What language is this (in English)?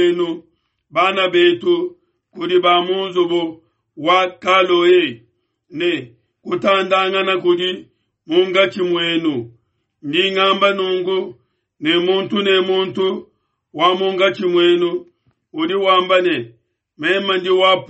Luba-Lulua